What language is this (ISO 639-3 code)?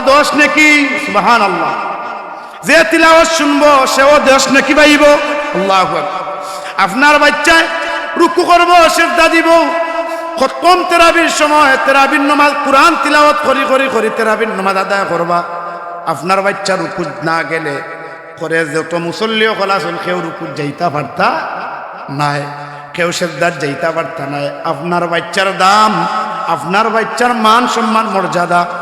syl